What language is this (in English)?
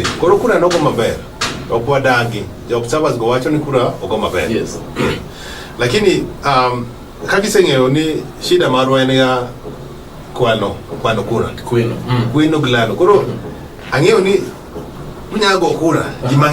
Luo (Kenya and Tanzania)